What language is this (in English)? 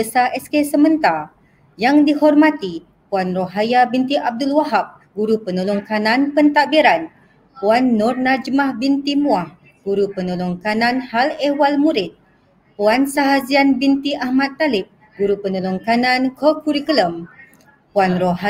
Malay